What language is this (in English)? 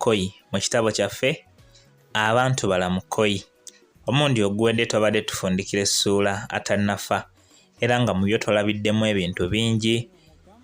Ganda